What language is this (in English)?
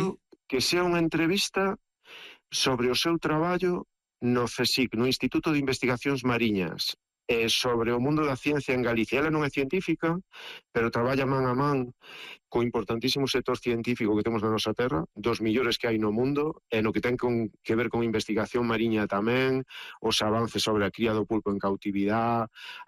Galician